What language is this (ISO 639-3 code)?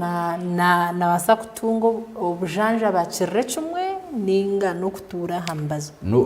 nyn